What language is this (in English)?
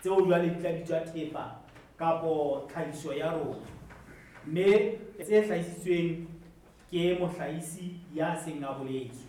Southern Sotho